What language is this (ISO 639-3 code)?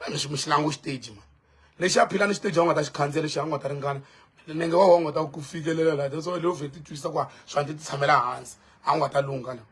tso